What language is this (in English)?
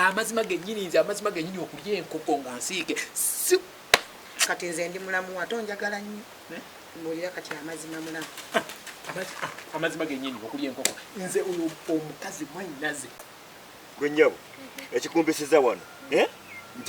Ganda